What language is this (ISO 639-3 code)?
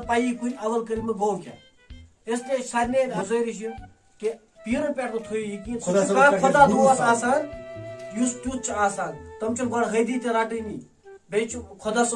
kas